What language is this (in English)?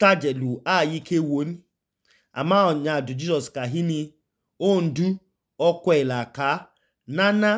Idoma